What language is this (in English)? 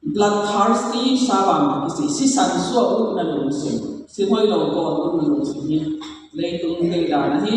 Tedim Chin